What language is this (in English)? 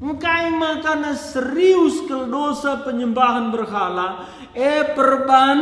Batak Karo